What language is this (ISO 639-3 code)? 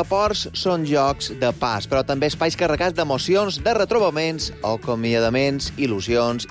cat